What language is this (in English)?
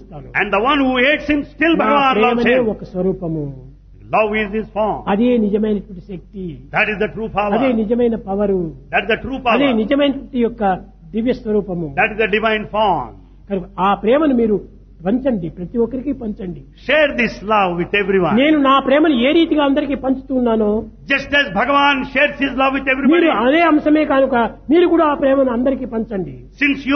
Telugu